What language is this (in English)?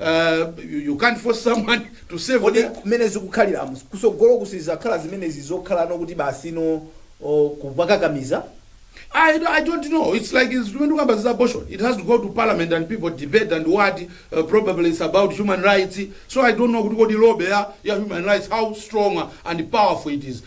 Nyanja